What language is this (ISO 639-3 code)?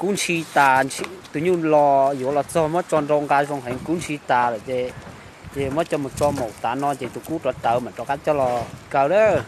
hmn